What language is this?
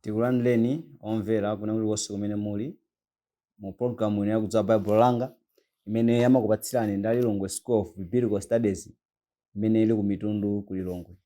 Nyanja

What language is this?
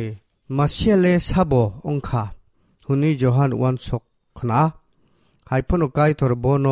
Kok Borok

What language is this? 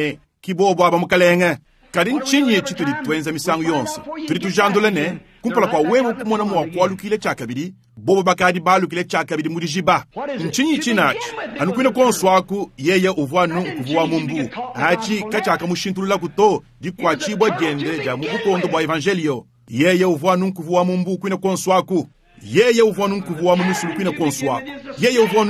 Luba-Lulua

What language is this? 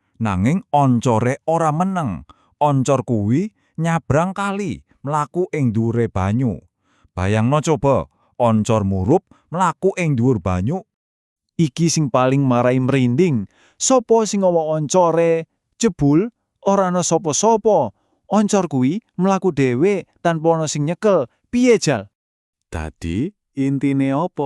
Javanese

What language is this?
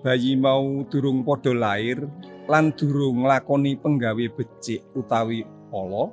Javanese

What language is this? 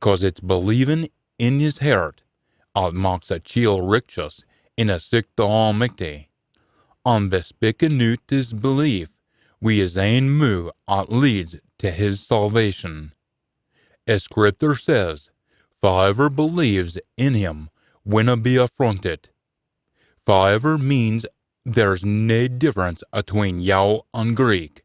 Scots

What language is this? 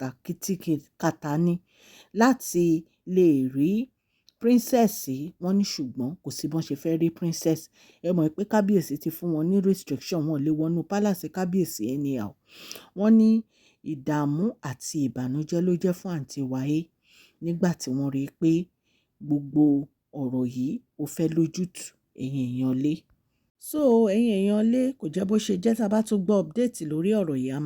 Yoruba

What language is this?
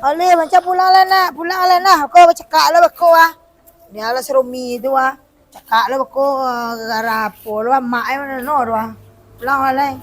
Minangkabau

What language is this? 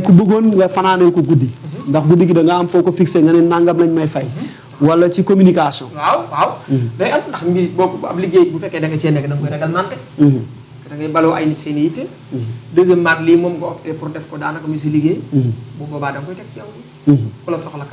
Wolof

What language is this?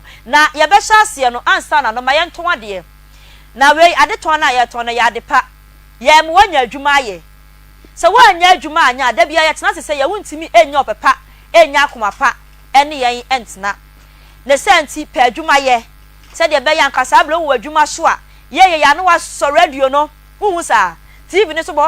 Akan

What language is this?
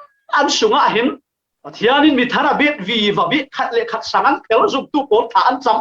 Falam Chin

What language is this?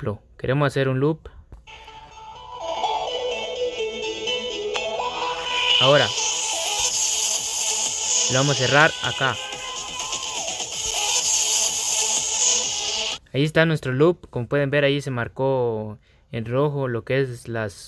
Spanish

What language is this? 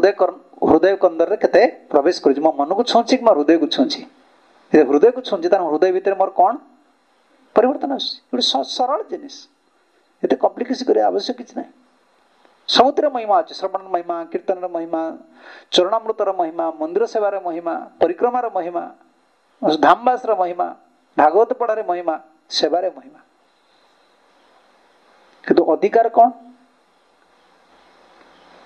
Odia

